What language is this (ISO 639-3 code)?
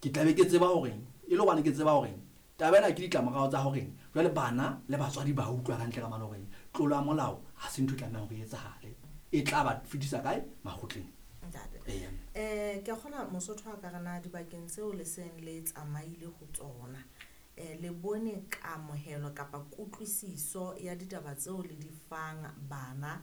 sot